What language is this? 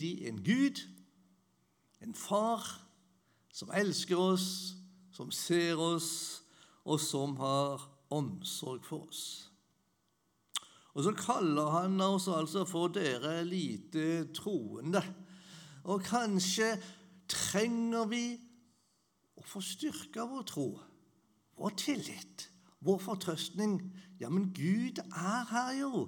Norwegian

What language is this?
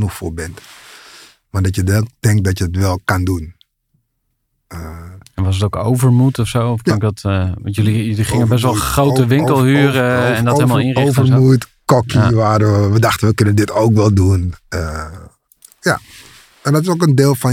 Dutch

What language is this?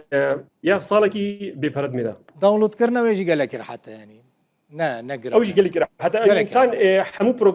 Kurdish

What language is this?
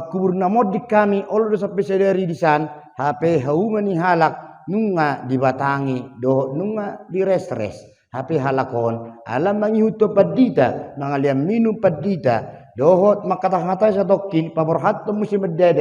Batak Toba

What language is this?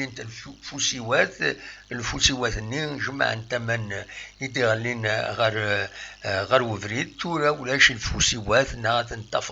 Kabyle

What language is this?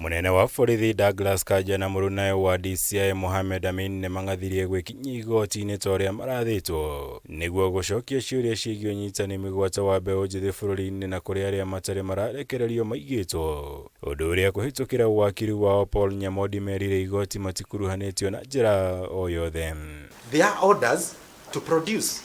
Kikuyu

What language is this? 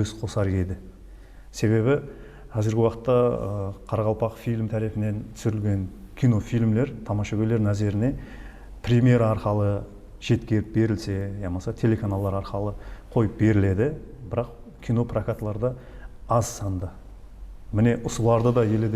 Kara-Kalpak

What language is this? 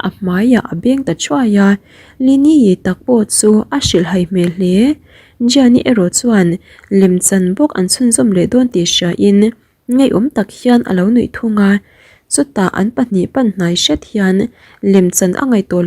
Mizo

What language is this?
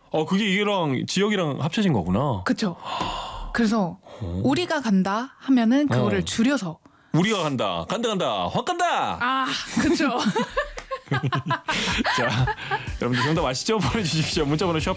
Korean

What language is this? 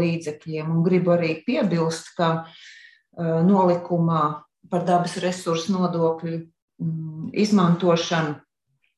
Latvian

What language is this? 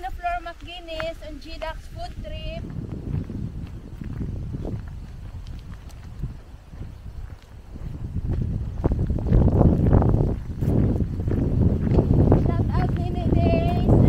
Filipino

